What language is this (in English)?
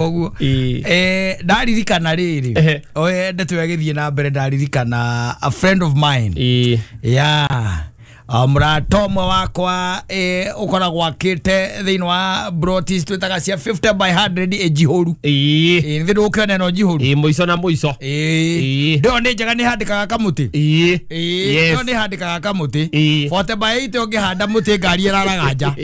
Kikuyu